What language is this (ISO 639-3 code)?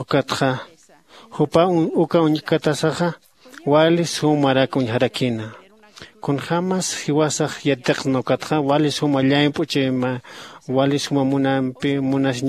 aym